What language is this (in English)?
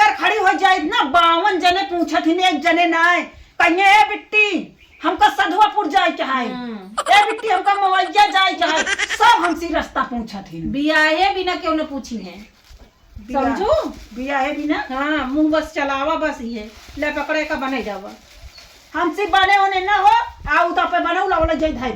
Awadhi